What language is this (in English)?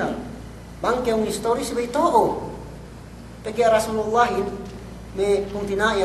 Yakan